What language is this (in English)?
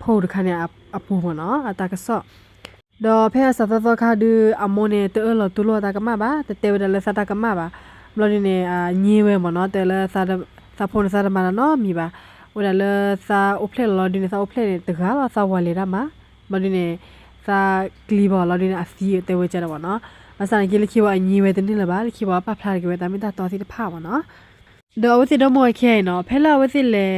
S'gaw Karen